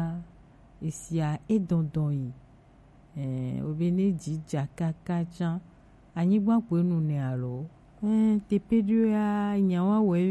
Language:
Gen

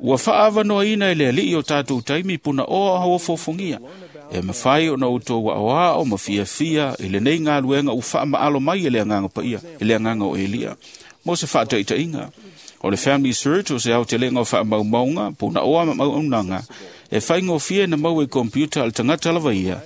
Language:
Samoan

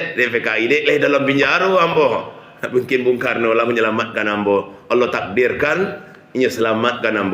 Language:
Minangkabau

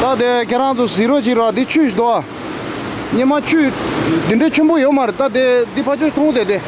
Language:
Tibetan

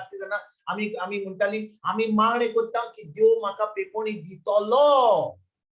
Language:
Konkani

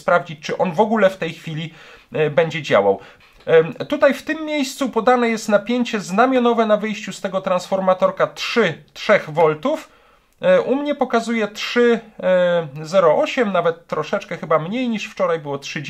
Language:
Polish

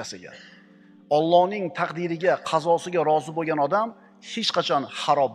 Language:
Uzbek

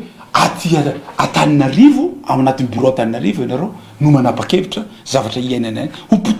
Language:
Malagasy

